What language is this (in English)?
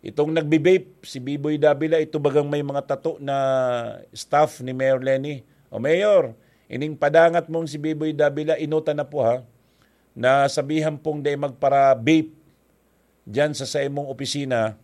Bikol